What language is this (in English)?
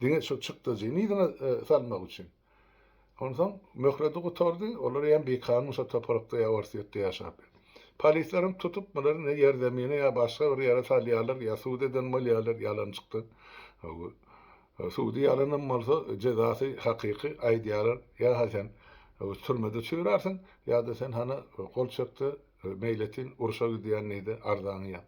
Turkmen